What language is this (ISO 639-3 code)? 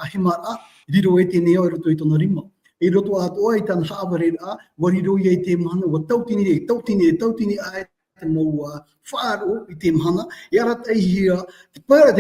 tah